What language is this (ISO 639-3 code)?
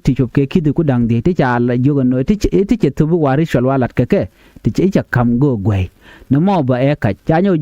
nus